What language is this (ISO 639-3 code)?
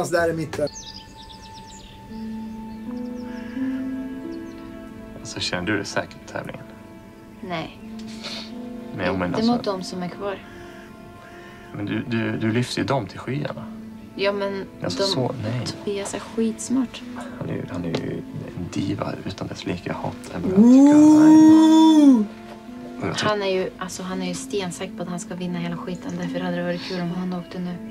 swe